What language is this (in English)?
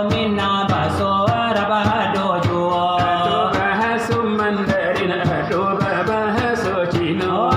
Minangkabau